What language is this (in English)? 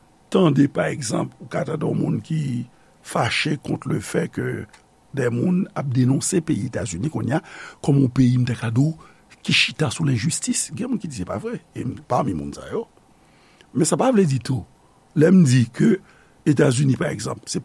Haitian Creole